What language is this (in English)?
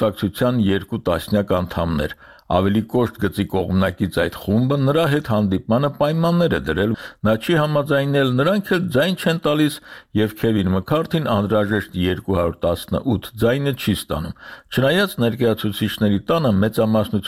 Armenian